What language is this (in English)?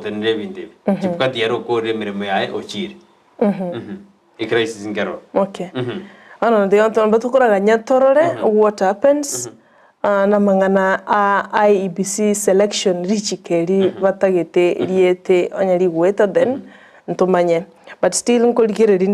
Gusii